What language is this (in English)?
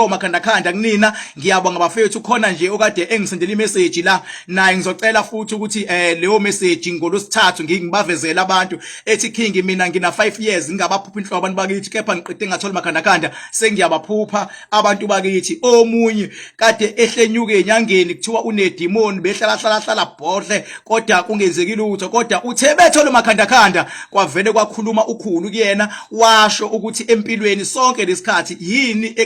Zulu